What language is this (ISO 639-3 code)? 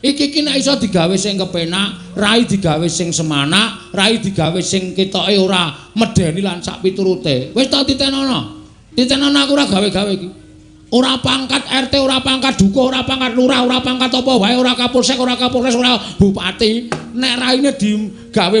jav